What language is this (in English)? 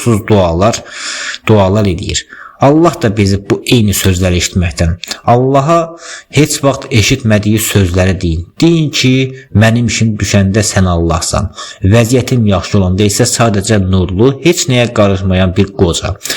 Azerbaijani